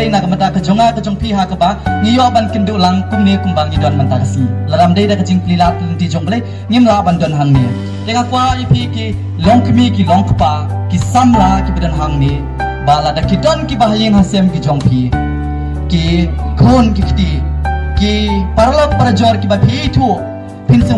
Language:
Khasi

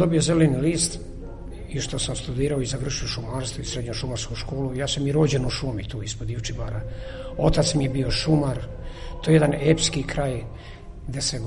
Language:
Serbian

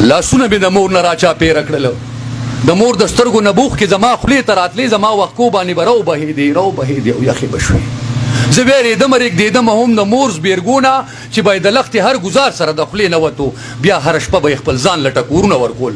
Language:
Pashto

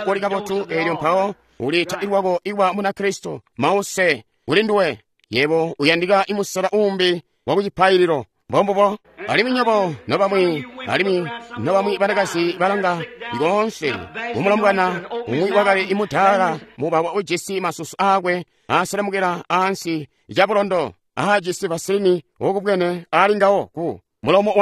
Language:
Tonga (Zambia)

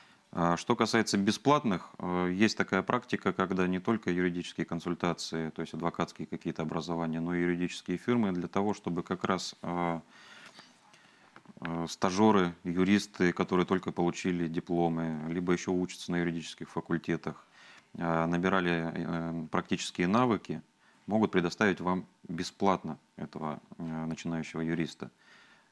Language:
Russian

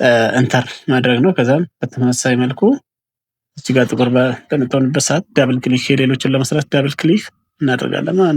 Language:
Amharic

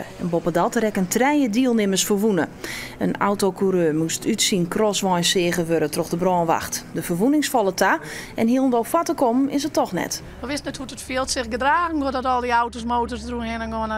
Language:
Western Frisian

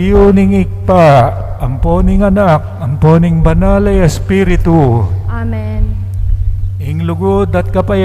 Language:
Pampanga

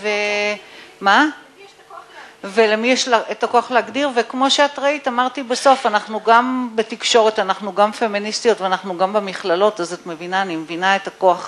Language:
Hebrew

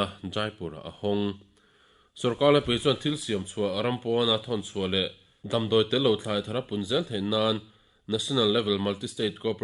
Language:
Mizo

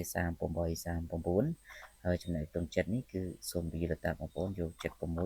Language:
Khmer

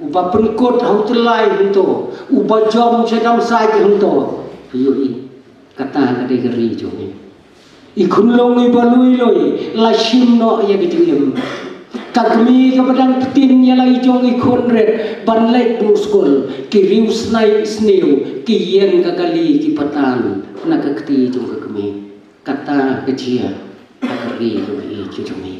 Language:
Khasi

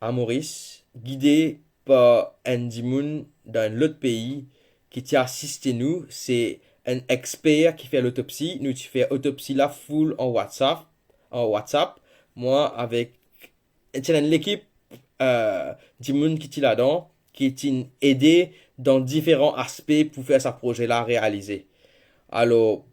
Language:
Morisyen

